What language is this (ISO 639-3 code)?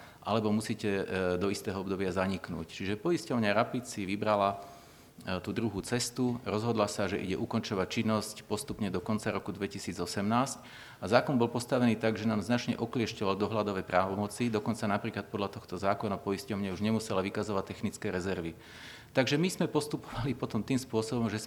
slk